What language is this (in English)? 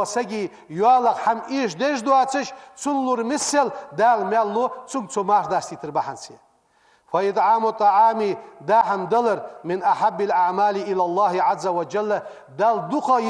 Ingush